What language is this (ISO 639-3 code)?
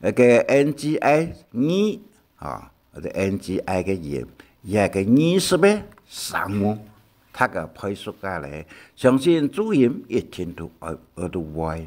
hak